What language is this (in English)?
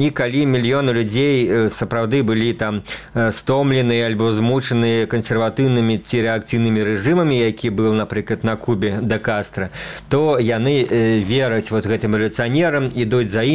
Belarusian